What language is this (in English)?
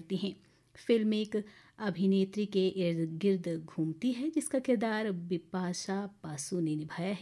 Hindi